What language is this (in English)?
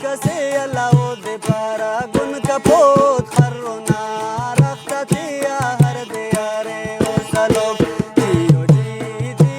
Brahui